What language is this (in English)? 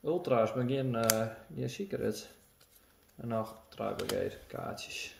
Western Frisian